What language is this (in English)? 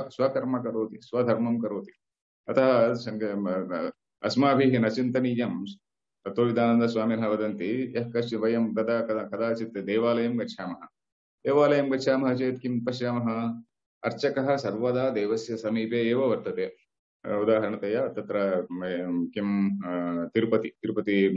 Sanskrit